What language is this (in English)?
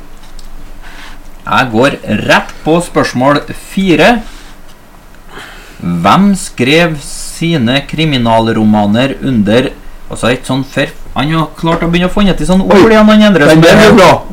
Norwegian